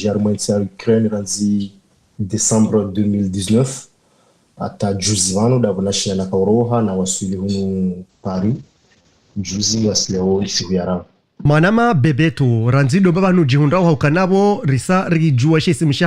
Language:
Ngazidja Comorian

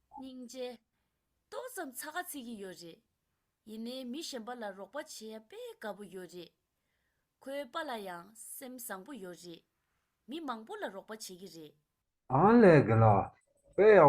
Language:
Tibetan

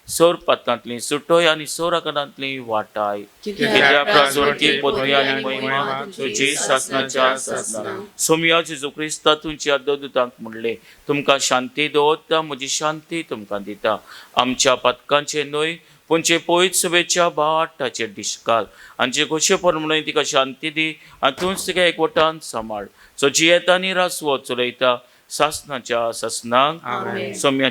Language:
Konkani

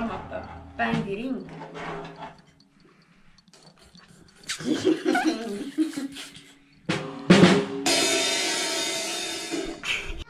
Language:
Estonian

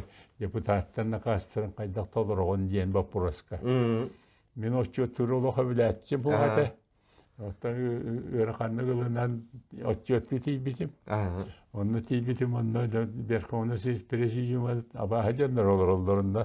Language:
Yakut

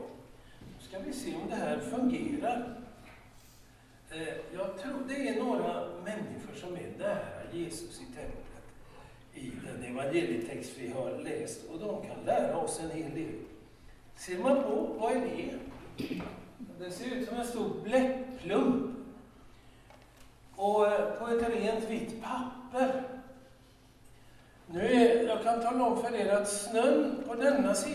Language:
Swedish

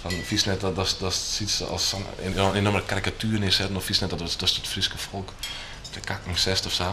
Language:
Western Frisian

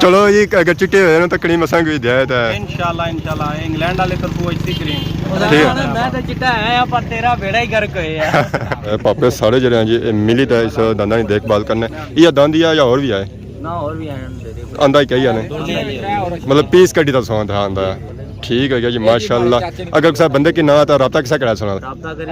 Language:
Pahari-Potwari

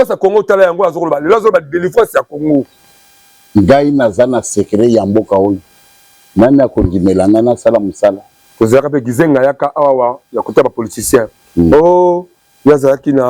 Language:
Lingala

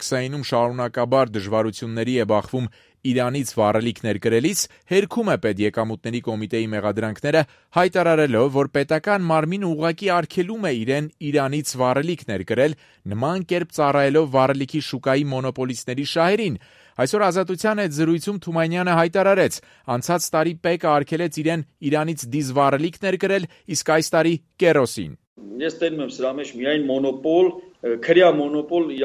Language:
Armenian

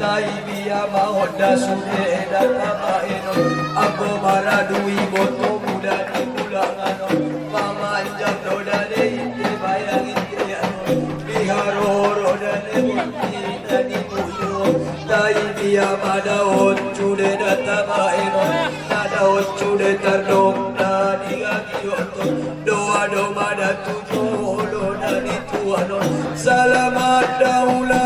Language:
Batak Angkola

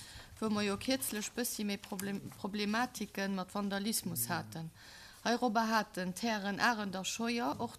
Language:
Luxembourgish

